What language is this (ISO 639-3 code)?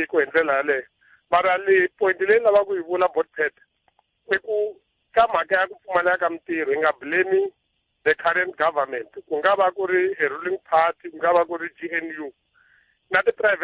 tso